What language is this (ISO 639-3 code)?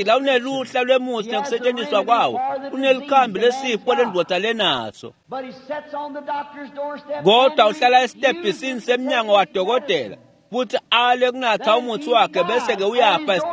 ssw